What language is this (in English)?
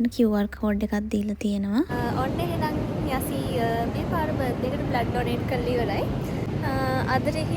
Sinhala